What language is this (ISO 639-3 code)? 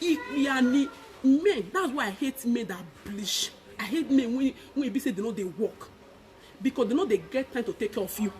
pcm